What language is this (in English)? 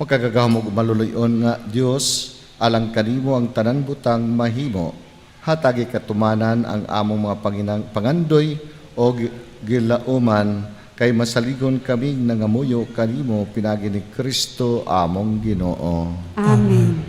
Cebuano